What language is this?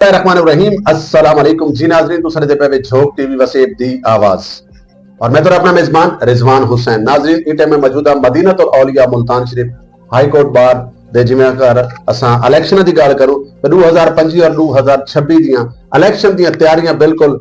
Saraiki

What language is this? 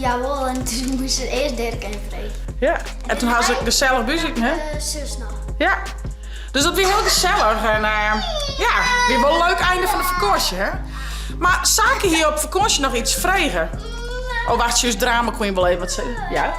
Western Frisian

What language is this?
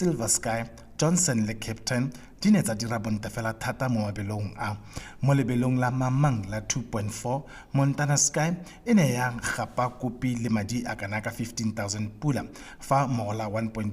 Tswana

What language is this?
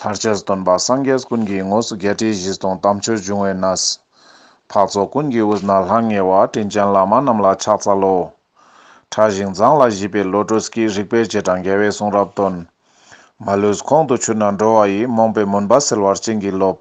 Ladakhi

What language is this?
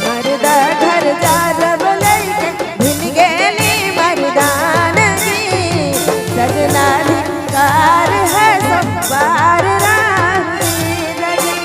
Sadri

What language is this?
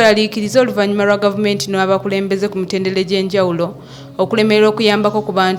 Ganda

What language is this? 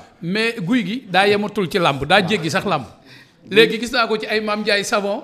Wolof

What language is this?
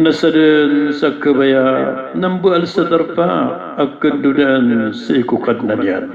Maranao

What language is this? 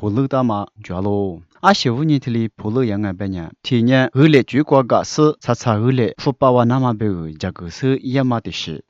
Lisu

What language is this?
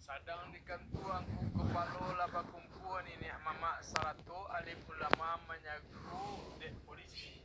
Minangkabau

